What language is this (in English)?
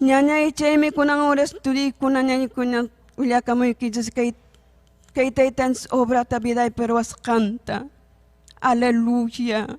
Ayacucho Quechua